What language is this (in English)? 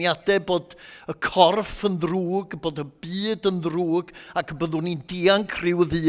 Welsh